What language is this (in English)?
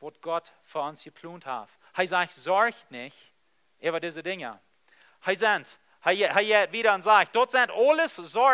Plautdietsch